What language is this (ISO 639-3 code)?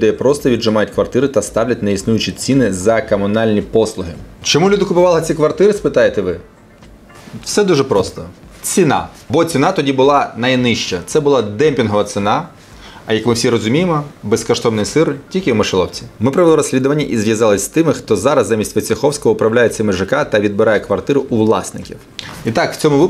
ukr